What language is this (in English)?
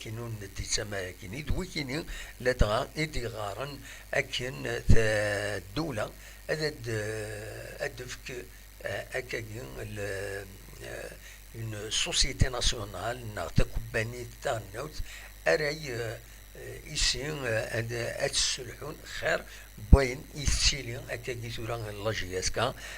Kabyle